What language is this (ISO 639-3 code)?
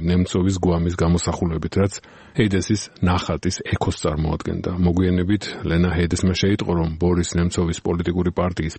kat